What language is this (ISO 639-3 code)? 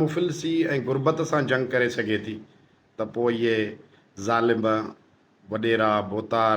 snd